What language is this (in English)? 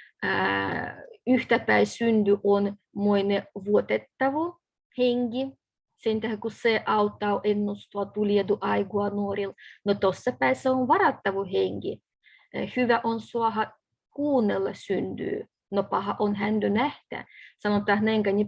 Livvi